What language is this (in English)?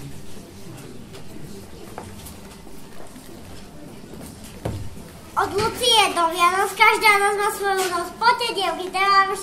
Slovak